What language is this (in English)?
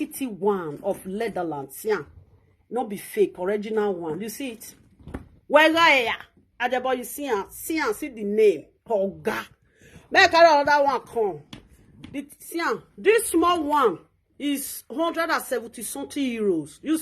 Nigerian Pidgin